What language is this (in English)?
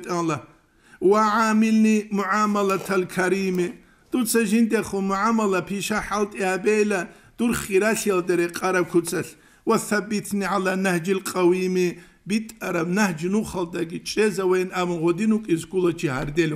Avaric